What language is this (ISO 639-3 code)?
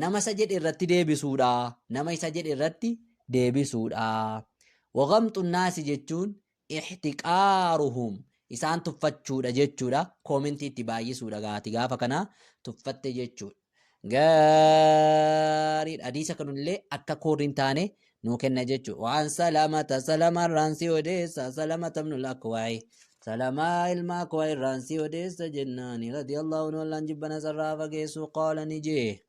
orm